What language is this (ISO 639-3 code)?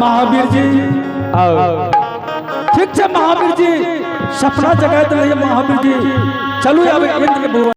anp